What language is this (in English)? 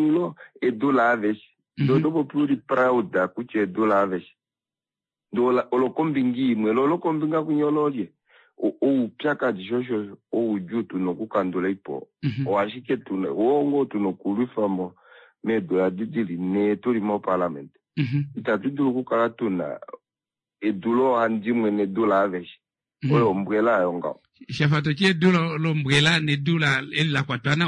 Kuanyama